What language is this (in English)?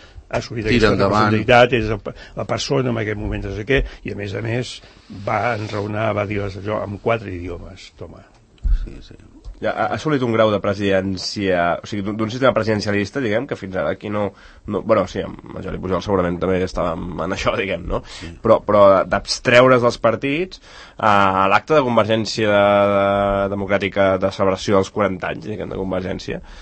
Catalan